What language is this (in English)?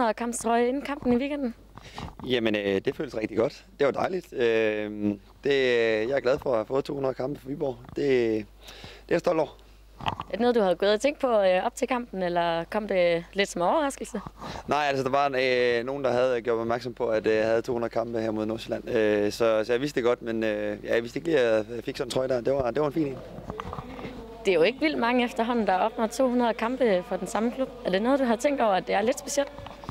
Danish